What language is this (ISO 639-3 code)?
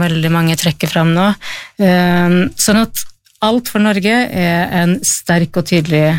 nor